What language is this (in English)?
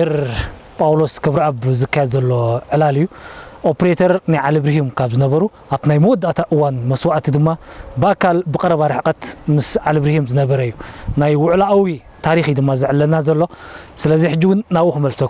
Tigrinya